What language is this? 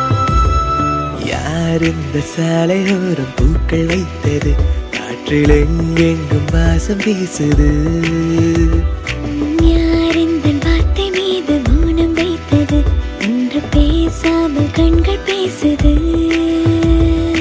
Tamil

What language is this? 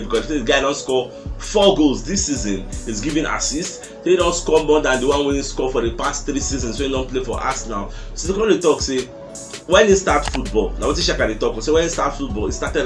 Nigerian Pidgin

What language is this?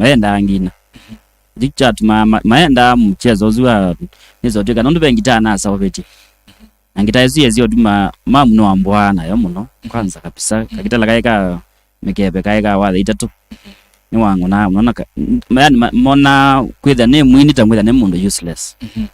Kamba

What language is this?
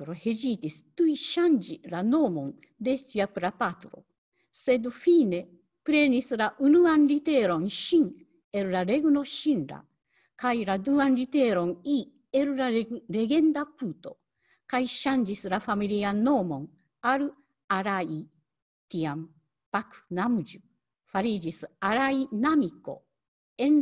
Esperanto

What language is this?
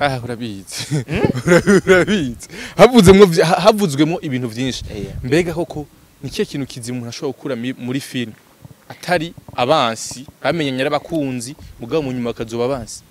Rundi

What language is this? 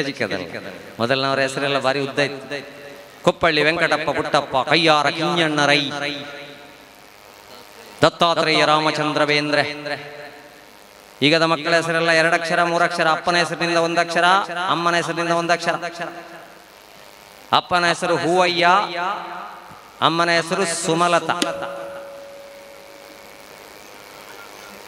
Kannada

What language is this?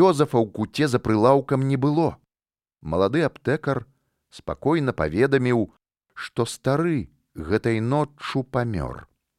Belarusian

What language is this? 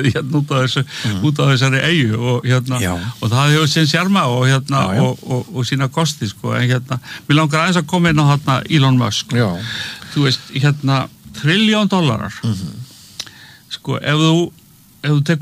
Icelandic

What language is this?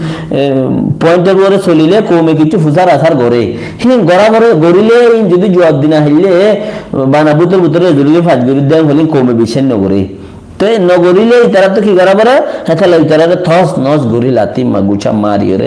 Rohingya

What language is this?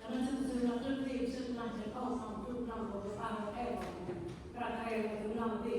Central Mnong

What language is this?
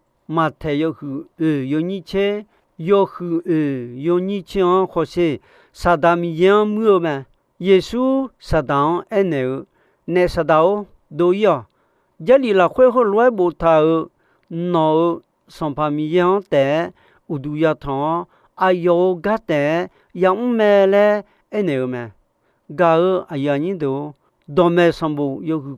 Akha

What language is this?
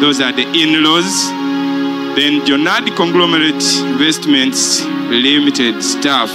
Nyoro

